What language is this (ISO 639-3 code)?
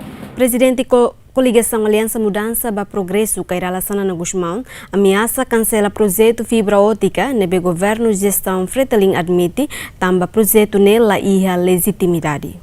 tet